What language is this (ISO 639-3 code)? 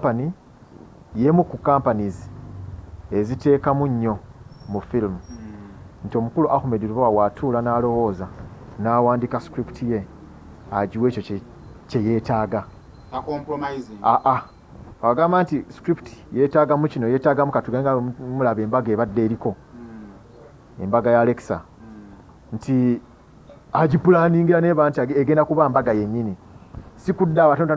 lug